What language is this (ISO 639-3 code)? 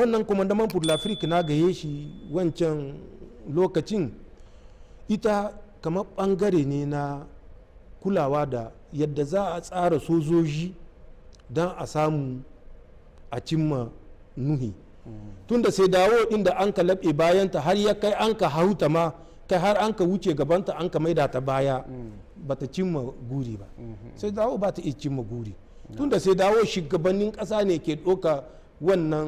hau